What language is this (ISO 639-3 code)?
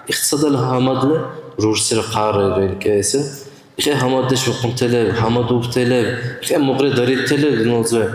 dar